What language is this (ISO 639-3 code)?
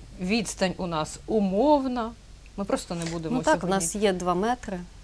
ukr